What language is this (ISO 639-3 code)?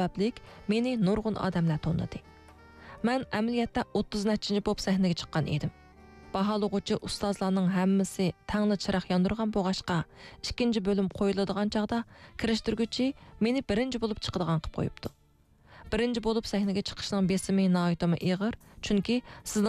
uig